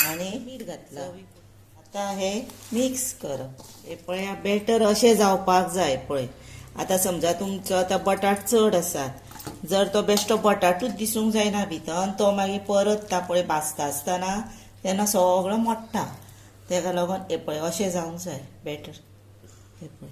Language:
Konkani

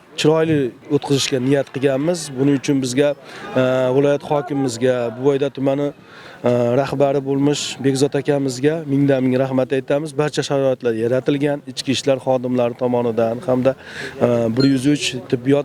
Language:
Uzbek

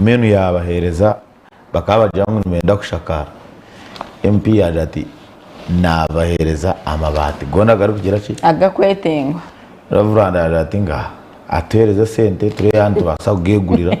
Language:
Nyankole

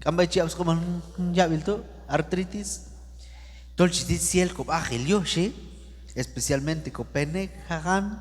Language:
Q'anjob'al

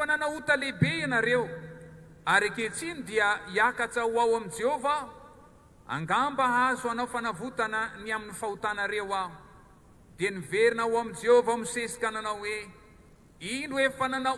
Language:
Malagasy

